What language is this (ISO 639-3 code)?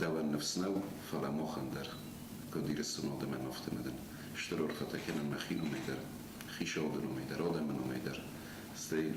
oss